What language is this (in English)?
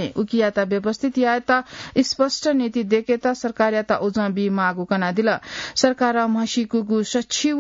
Newari